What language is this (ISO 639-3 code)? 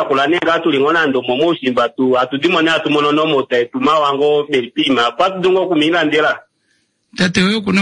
kua